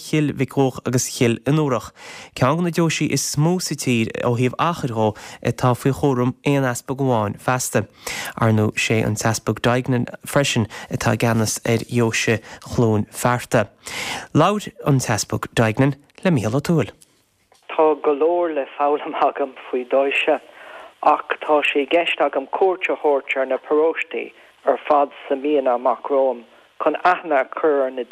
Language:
Irish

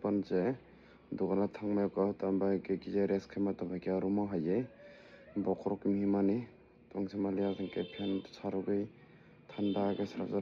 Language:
Kok Borok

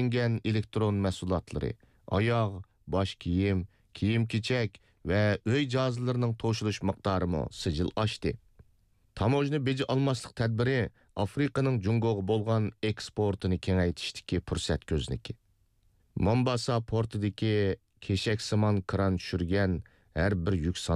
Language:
Uyghur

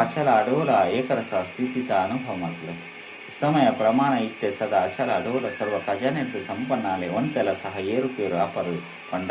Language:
Tulu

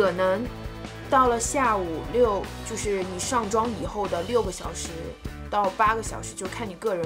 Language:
Chinese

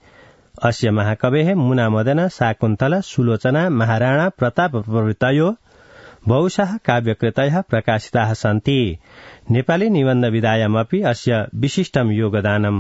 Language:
Sanskrit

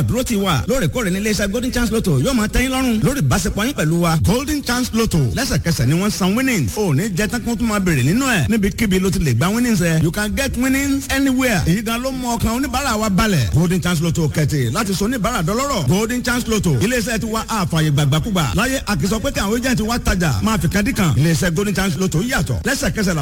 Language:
Yoruba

